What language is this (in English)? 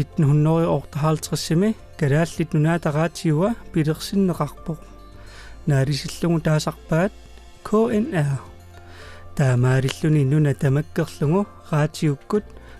Kalaallisut